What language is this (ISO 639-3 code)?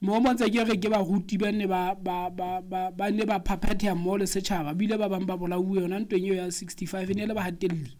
sot